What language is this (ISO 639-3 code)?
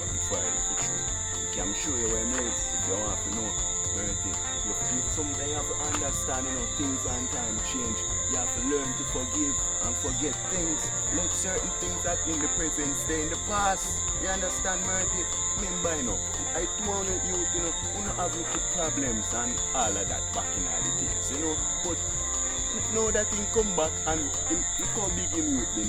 jam